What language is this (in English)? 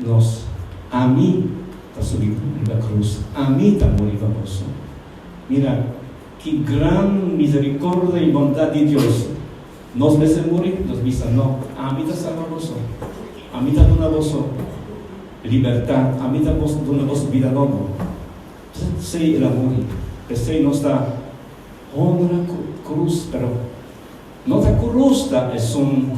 Papiamento